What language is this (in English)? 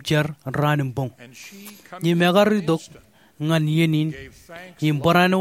Marshallese